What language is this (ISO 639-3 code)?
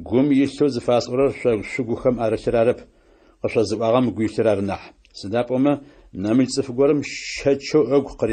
ady